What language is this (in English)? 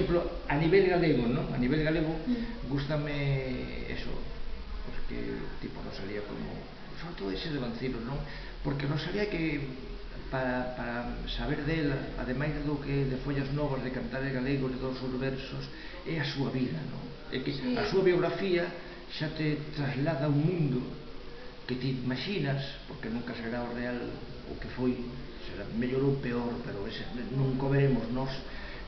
Galician